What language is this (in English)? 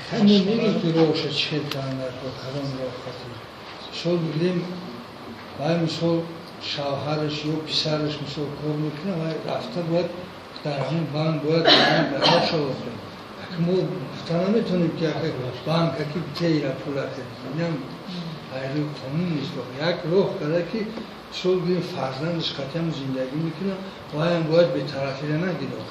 Tajik